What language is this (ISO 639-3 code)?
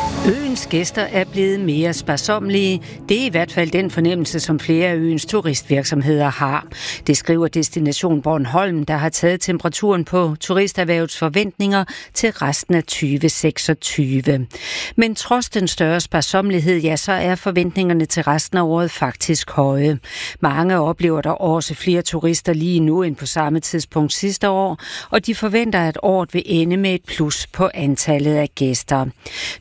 dan